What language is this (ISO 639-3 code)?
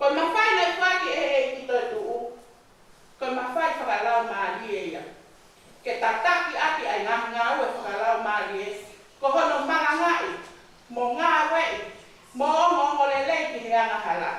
ton